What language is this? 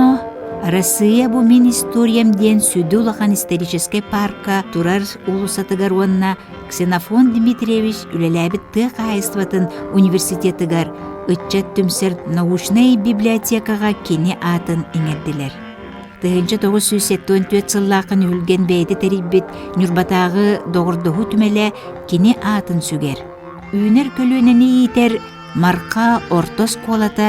Yakut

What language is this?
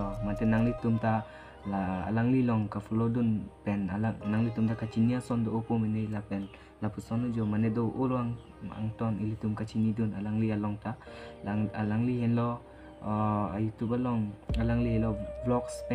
Karbi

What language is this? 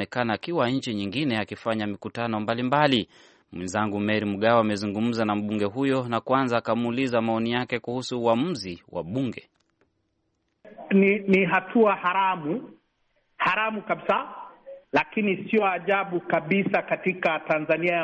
Swahili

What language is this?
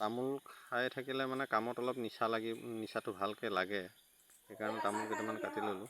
Assamese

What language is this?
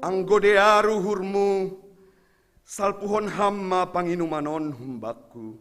Batak Simalungun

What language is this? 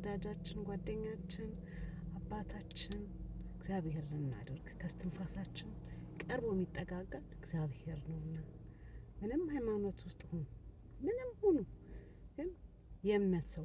Amharic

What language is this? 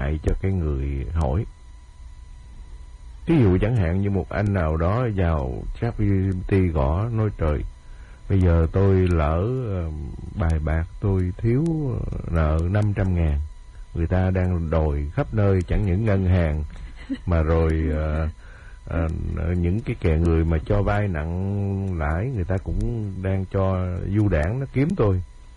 Vietnamese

